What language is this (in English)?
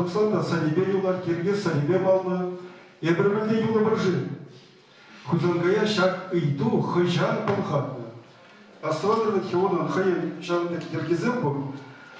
Chuvash